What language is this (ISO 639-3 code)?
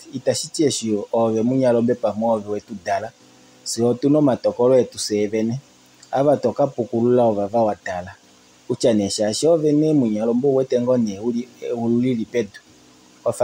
kua